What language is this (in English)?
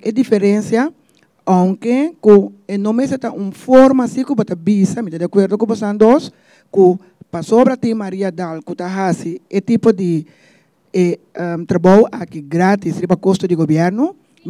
Papiamento